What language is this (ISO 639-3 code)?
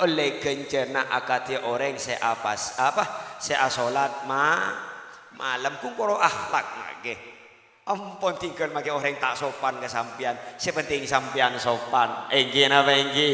mad